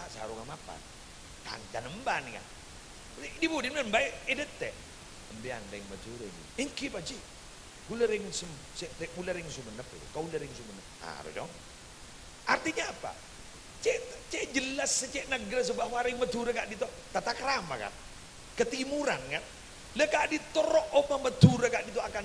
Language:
Madurese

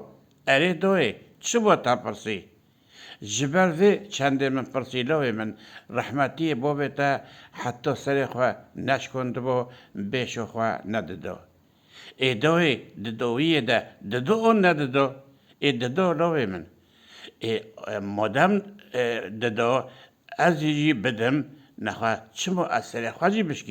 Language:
Kurdish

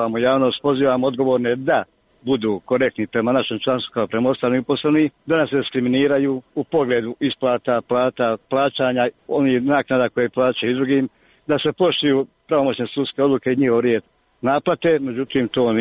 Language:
Croatian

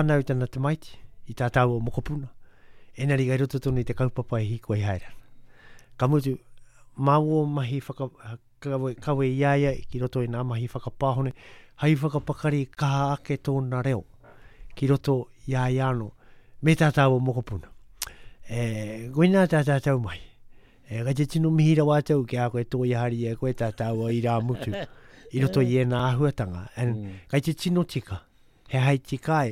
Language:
Māori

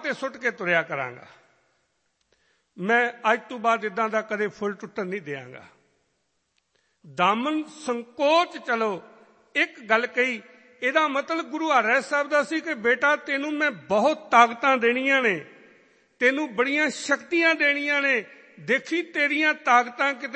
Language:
Punjabi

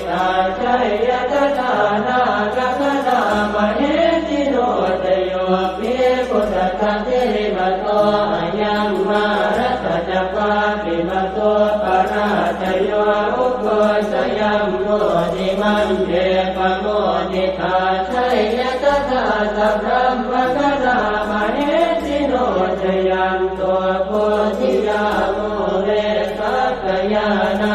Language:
Pali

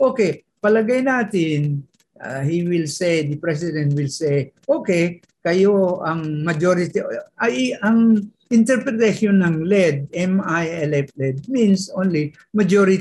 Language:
Filipino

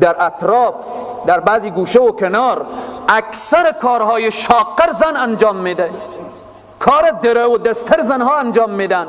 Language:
Persian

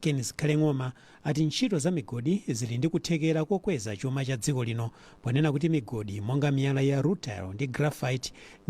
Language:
Nyanja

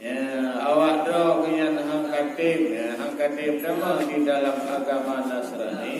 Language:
Achinese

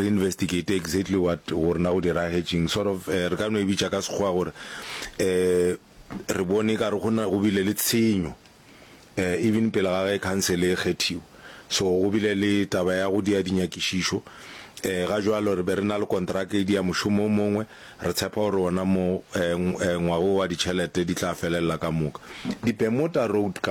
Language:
Northern Sotho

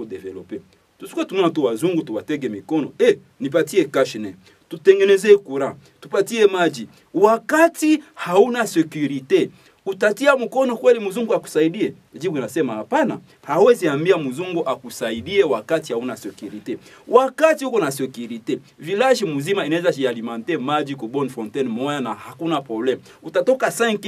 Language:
Swahili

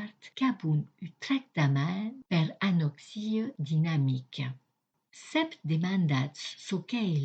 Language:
Occitan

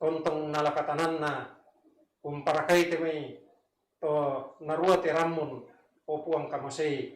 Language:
Toraja-Sa'dan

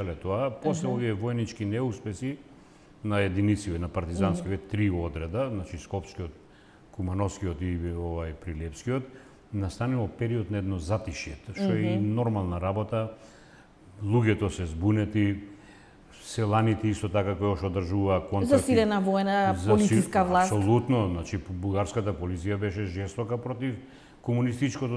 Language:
Macedonian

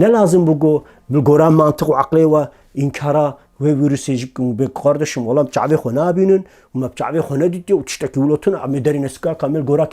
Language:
Kurdish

